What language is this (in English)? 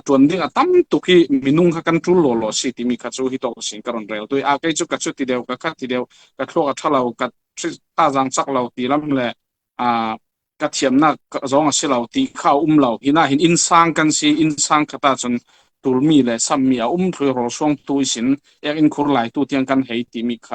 Falam Chin